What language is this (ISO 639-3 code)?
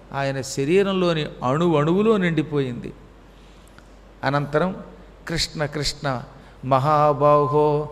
tel